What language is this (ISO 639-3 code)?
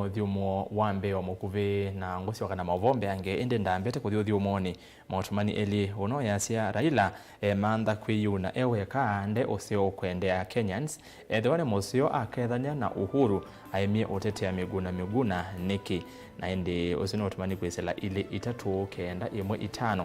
kam